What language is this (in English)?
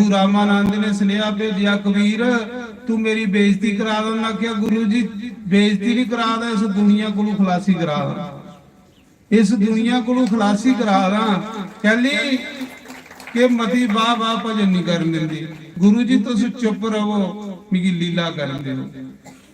Dogri